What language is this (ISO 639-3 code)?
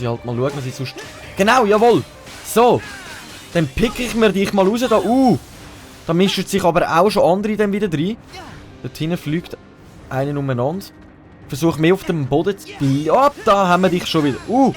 gsw